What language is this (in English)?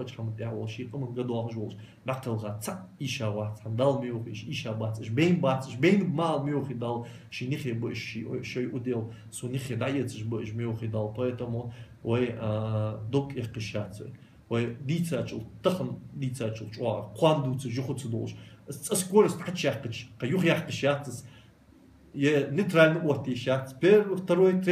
Ingush